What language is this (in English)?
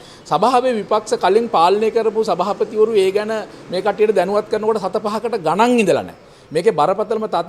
Sinhala